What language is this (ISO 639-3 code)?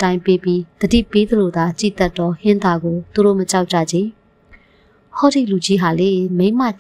mya